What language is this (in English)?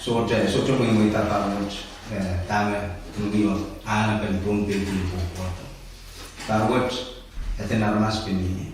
Pohnpeian